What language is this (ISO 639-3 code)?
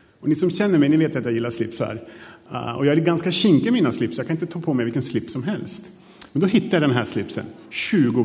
swe